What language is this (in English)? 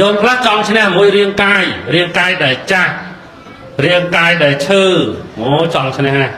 Khmer